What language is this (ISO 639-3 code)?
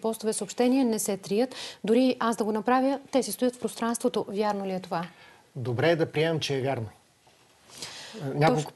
bul